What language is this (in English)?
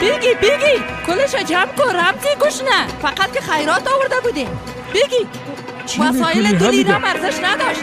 Persian